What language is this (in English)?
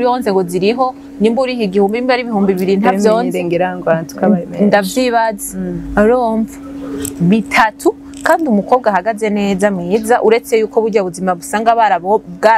Rundi